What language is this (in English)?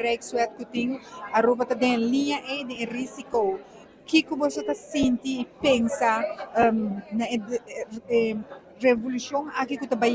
Papiamento